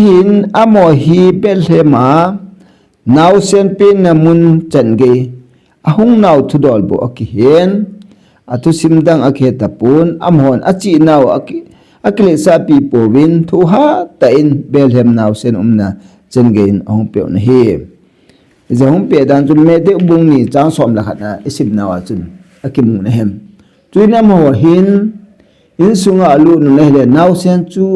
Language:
Thado Chin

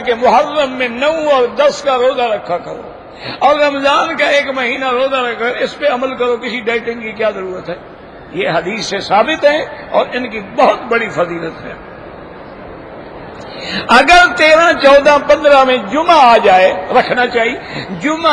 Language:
Urdu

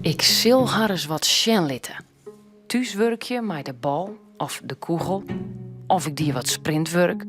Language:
Western Frisian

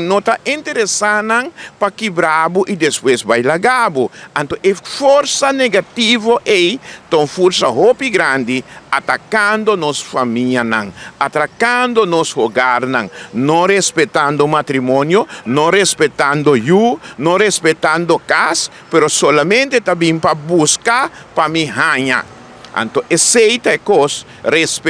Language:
Papiamento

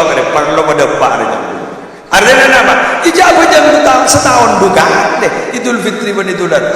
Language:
Madurese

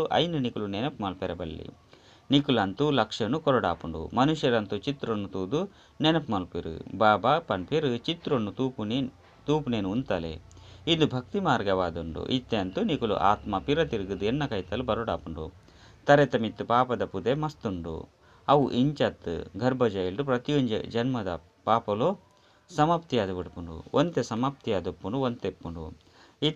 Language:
Tulu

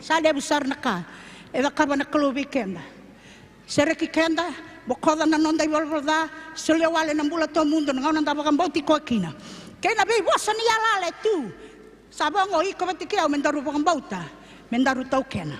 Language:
Fijian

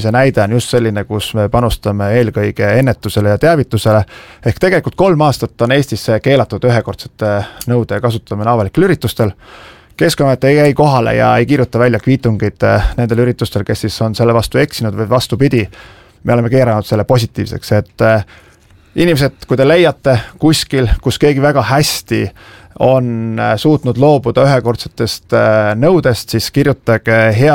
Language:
Estonian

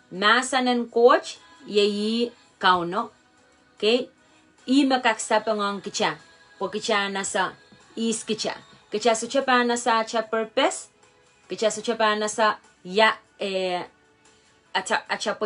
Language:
Pohnpeian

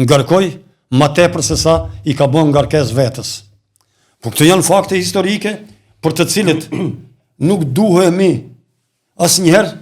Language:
Albanian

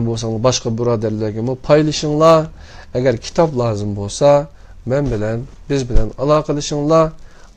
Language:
Uyghur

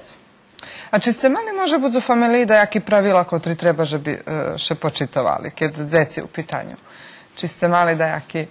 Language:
Rusyn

